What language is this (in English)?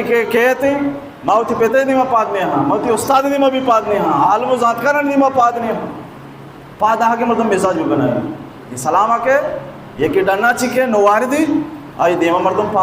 Baluchi